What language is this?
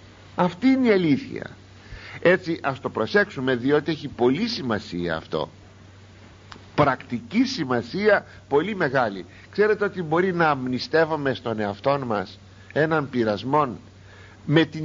Greek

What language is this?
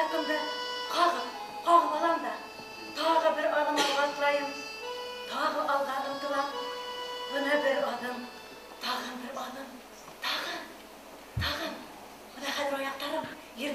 Bashkir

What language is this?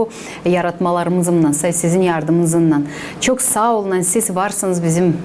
Gagauz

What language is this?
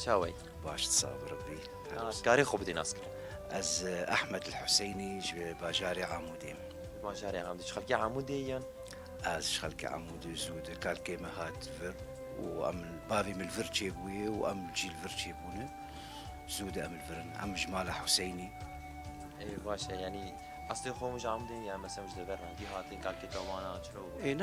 Kurdish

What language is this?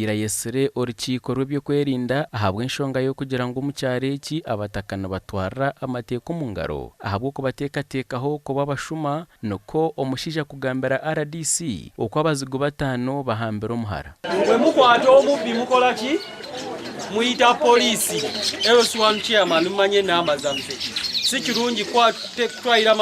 Nyankole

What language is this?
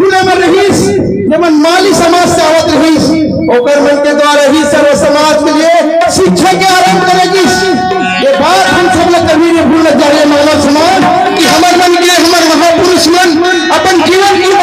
Chhattisgarhi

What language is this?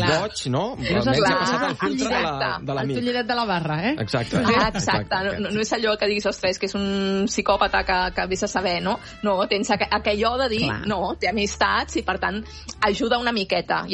Catalan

